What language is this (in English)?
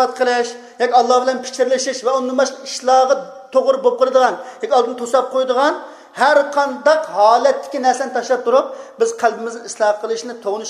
Uyghur